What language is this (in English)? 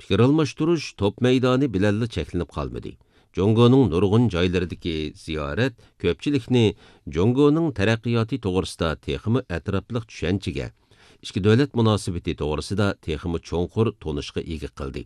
Uyghur